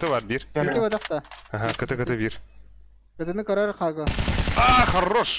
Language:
Yakut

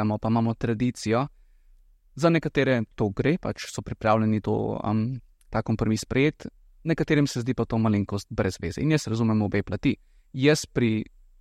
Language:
Slovenian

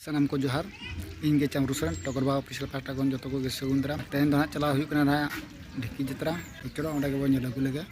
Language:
Santali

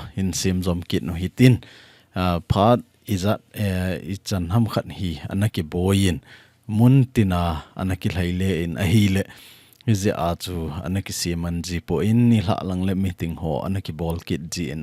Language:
Thado Chin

